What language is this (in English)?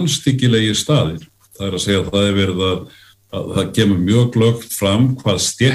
Icelandic